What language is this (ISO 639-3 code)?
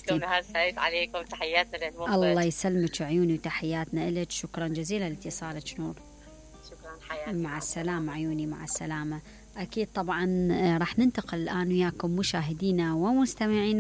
acm